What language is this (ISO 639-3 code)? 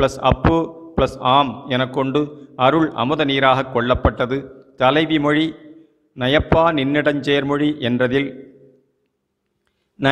tam